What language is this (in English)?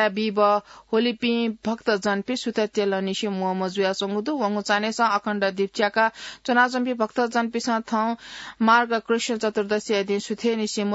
Newari